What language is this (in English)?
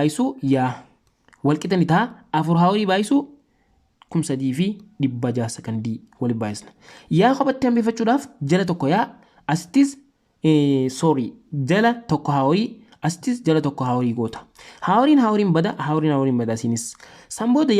Oromo